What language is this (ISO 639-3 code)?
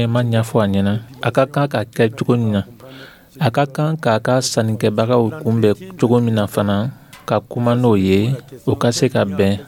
dyu